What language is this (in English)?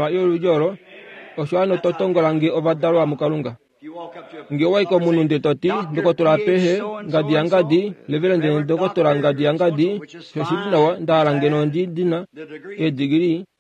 Kuanyama